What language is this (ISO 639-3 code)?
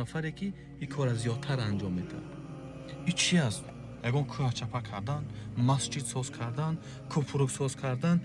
tgk